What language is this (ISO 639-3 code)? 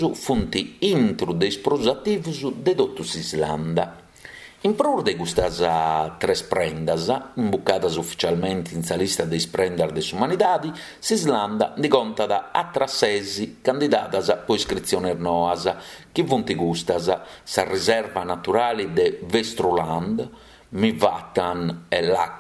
srd